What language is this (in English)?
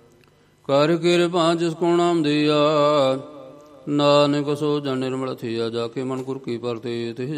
Punjabi